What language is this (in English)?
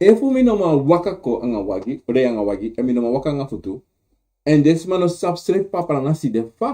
Sranan Tongo